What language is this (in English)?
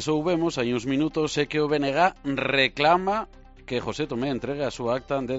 Galician